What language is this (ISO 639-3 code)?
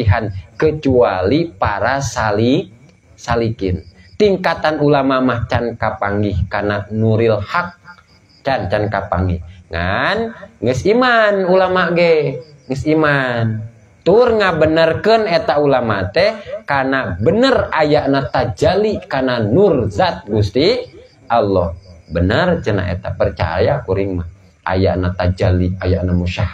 sun